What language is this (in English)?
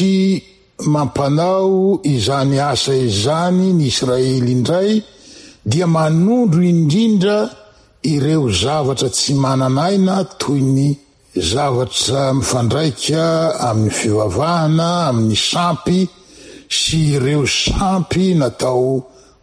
Malagasy